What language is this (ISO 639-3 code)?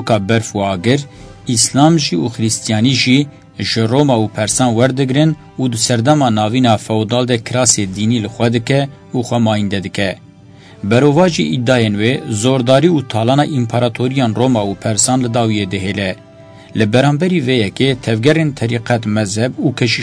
kur